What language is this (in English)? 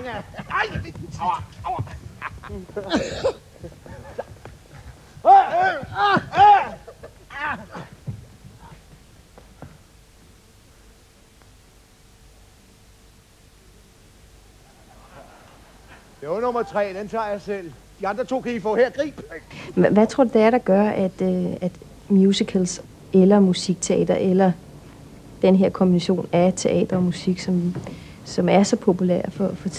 Danish